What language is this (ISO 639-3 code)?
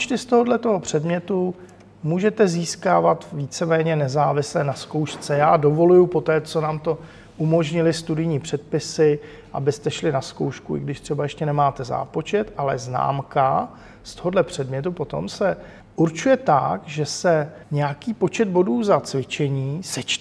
ces